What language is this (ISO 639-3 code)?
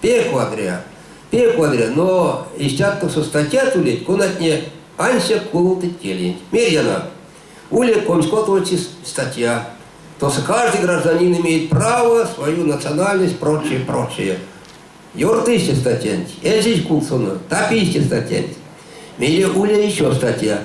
myv